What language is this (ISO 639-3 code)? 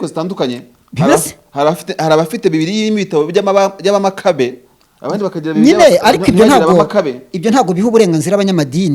kin